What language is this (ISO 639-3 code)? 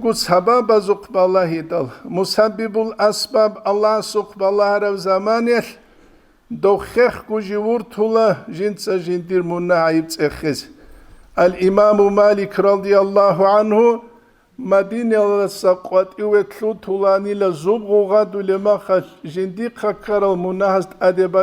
ava